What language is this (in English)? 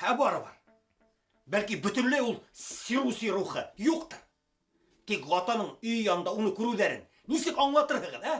Bashkir